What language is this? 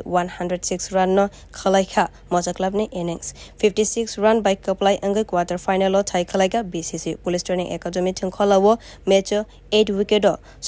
Kok Borok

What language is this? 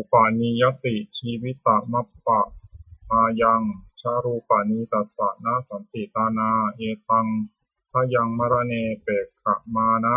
Pali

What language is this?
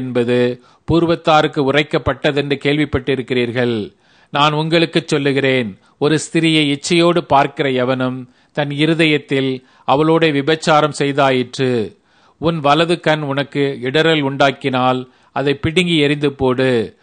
Tamil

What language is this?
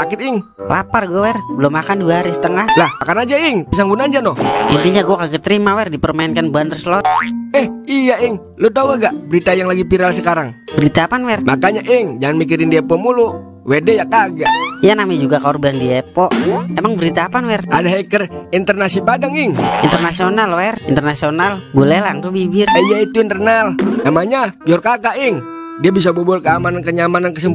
Betawi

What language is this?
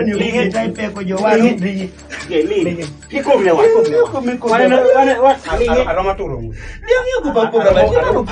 Kumam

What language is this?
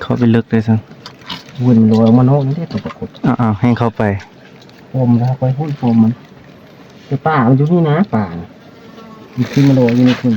Northeastern Thai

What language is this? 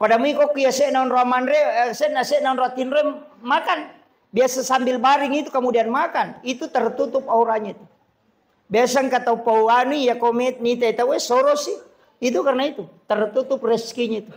Buginese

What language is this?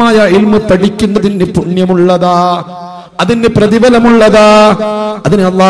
Malayalam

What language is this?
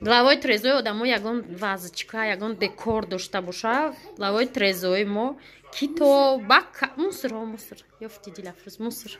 Tajik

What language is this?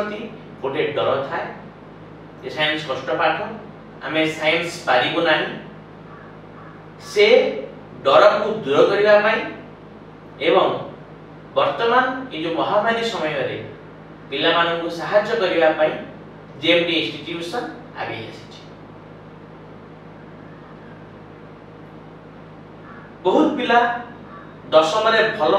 Odia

